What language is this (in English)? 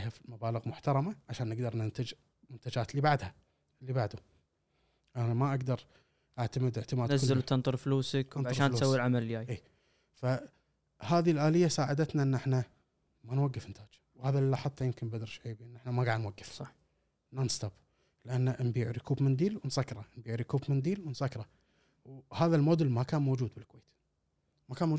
Gulf Arabic